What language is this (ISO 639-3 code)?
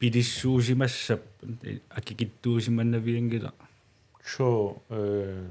kal